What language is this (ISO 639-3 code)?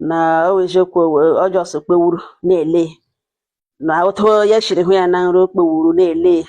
ibo